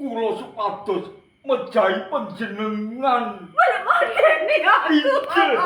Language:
Javanese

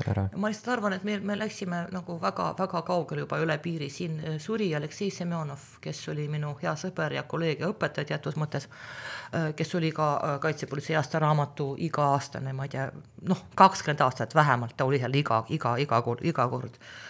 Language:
Estonian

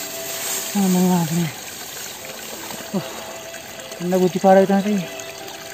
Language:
Telugu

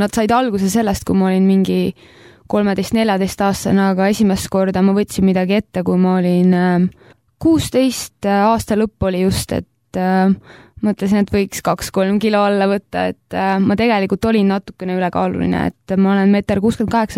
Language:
Estonian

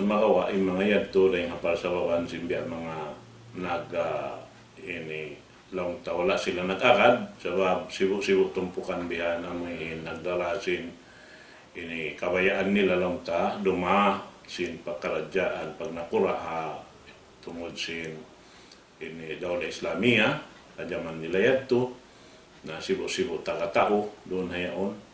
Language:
Tausug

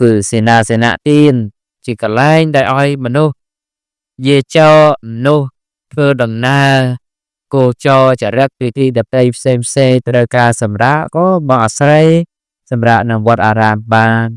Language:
Khmer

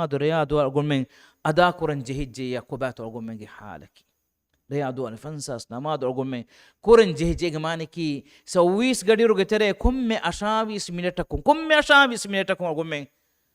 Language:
Divehi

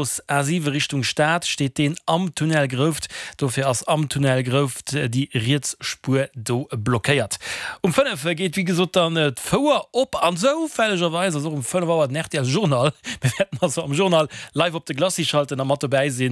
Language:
Luxembourgish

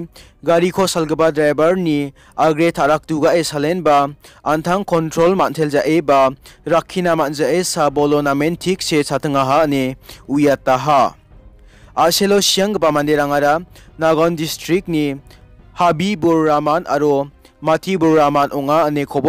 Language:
Garo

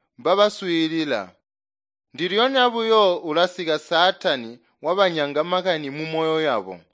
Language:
Tonga (Zambia)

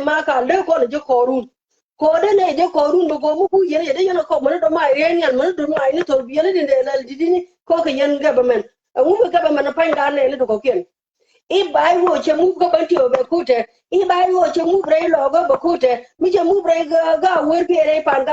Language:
Nuer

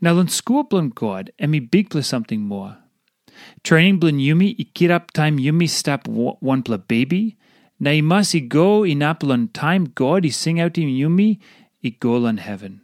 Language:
Tok Pisin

